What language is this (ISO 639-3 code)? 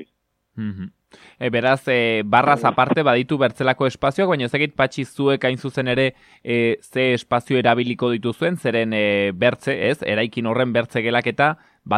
eus